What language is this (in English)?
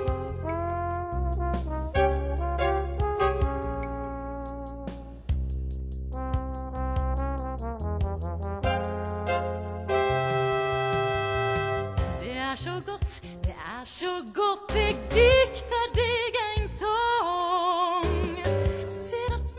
Norwegian